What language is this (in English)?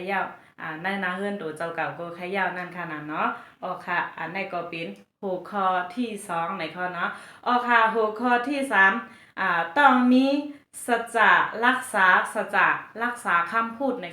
Shan